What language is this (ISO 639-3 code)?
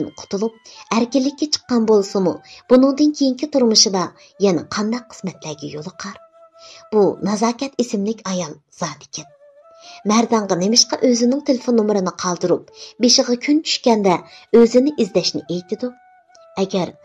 uig